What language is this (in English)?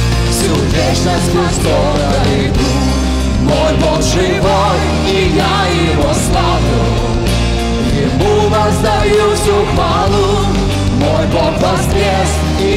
Russian